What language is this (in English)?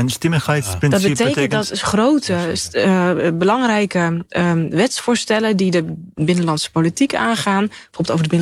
Dutch